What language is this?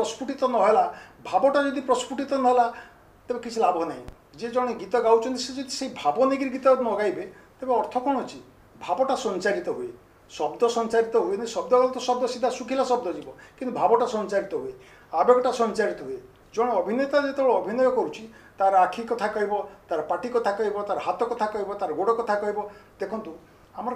Odia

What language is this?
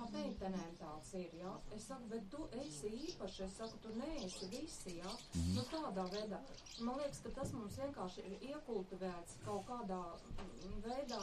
Latvian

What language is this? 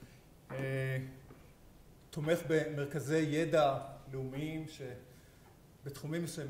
Hebrew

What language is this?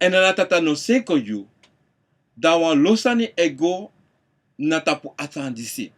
Sranan Tongo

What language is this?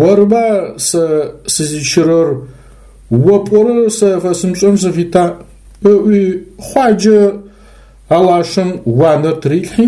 Adyghe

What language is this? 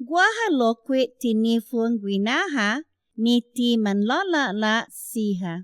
Chamorro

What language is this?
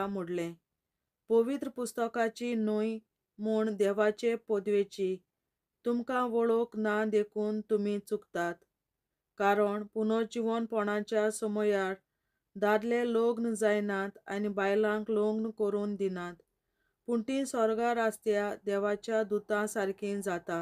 Konkani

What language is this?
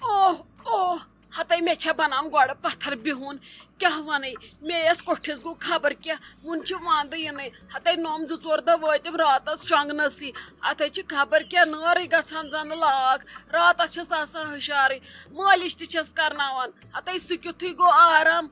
Kashmiri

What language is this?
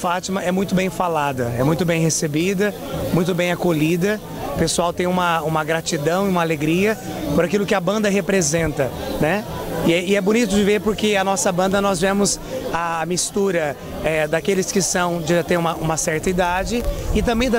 Portuguese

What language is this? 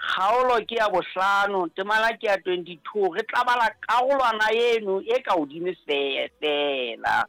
Southern Sotho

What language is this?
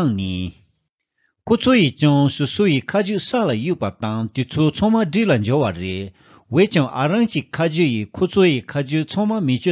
Tibetan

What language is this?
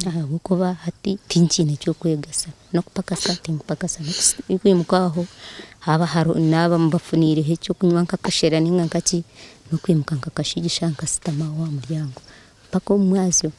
Nyankole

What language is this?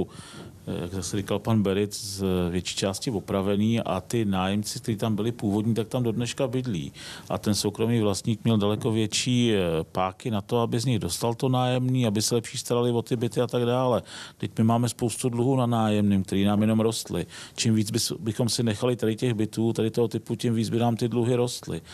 Czech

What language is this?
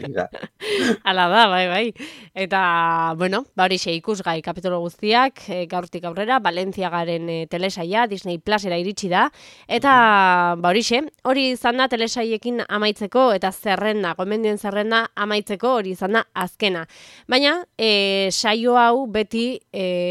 Basque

